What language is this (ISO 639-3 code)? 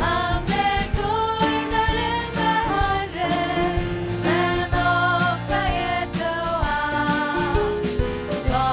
fao